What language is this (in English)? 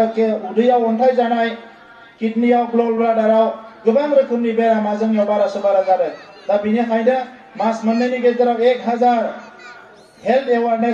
Bodo